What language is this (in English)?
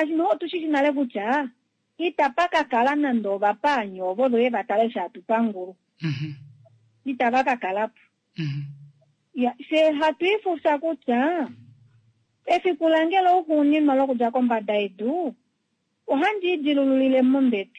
Kuanyama